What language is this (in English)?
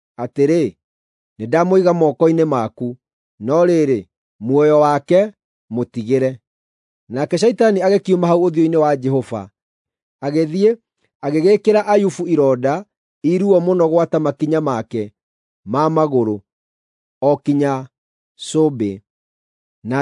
Kikuyu